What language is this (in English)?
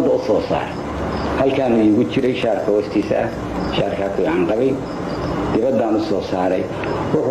Somali